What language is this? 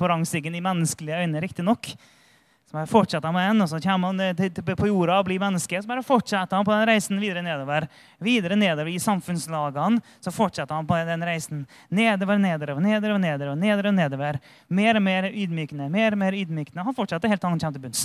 Norwegian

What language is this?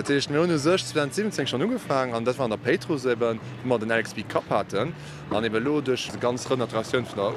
Luxembourgish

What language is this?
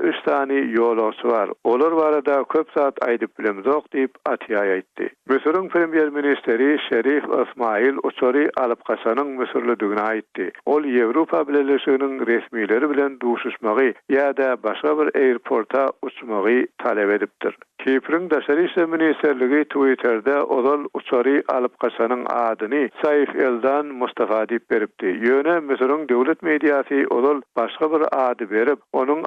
Turkmen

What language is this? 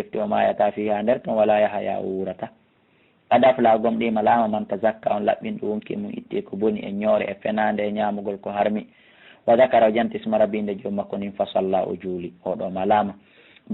Fula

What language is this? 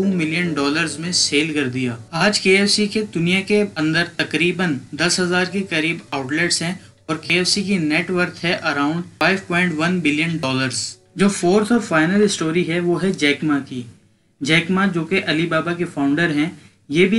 Hindi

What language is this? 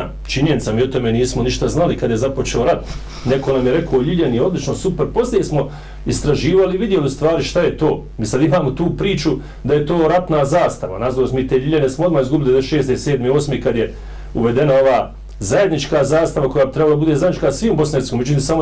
Bosnian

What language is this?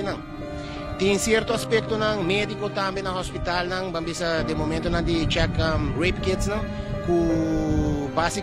Papiamento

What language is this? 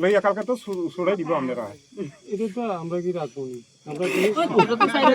Riang (India)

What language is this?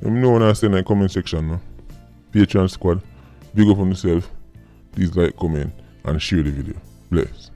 Jamaican Creole English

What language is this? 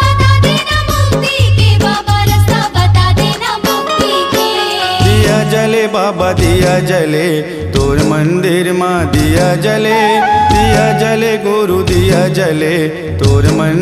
Chhattisgarhi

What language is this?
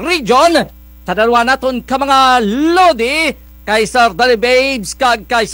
Kinaray-a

